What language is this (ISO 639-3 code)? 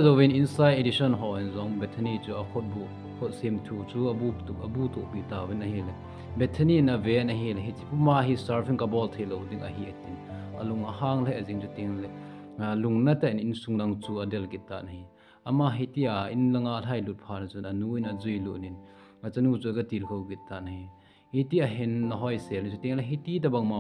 tcz